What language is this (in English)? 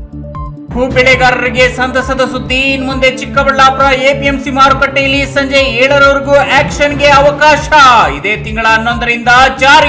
Kannada